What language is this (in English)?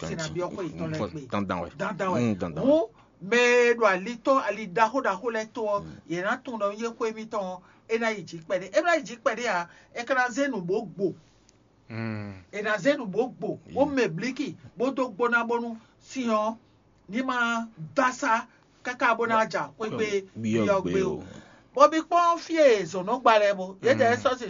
Fon